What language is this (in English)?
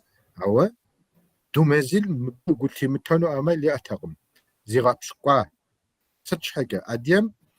Kabardian